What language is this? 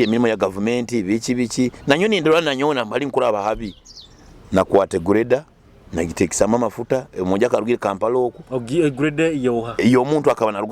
Nyoro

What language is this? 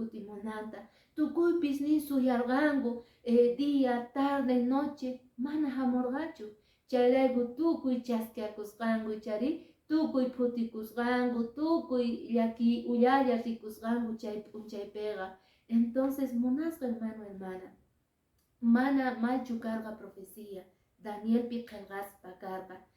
Quechua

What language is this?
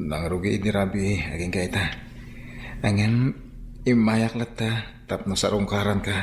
Iloko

